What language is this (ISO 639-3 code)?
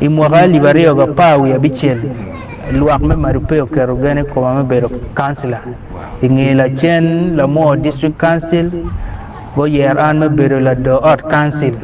ach